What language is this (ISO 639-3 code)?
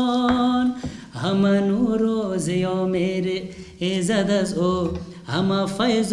tgk